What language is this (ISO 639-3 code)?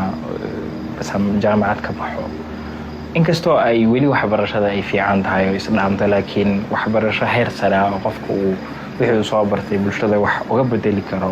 som